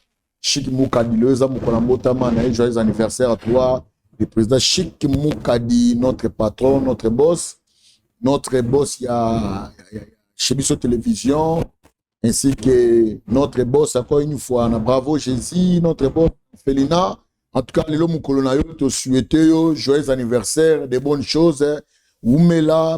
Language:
Lingala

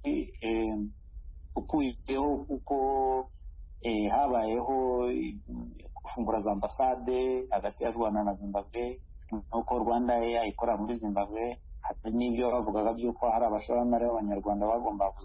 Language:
Kinyarwanda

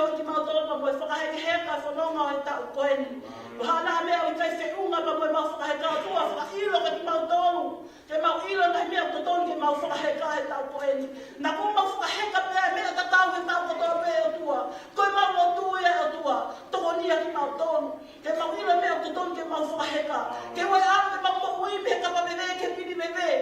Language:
Tongan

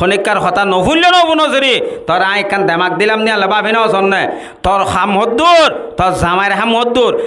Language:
Rohingya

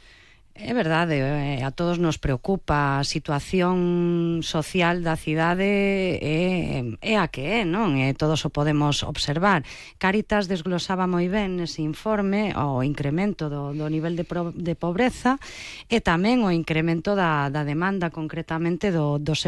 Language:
Galician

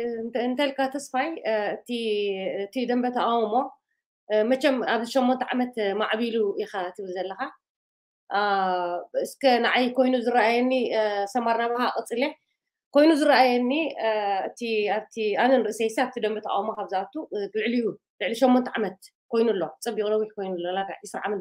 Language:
Tigrinya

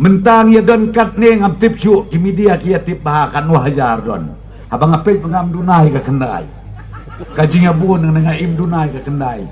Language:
Khasi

